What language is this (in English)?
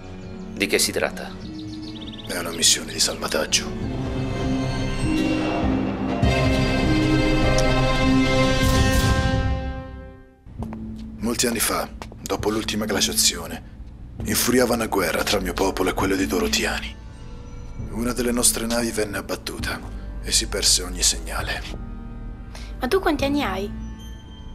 Italian